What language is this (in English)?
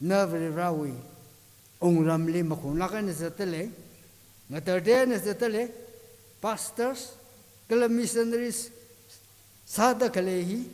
Tangkhul Naga (India)